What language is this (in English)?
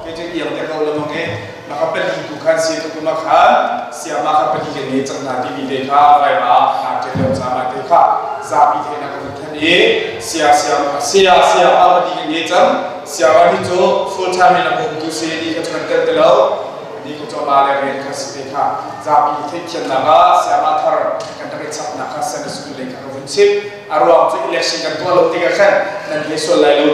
Hakha Chin